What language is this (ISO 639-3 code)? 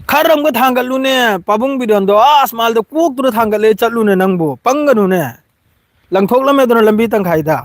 mni